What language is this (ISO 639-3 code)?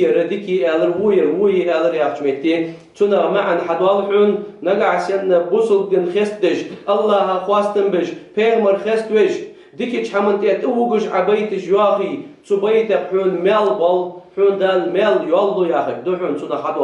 inh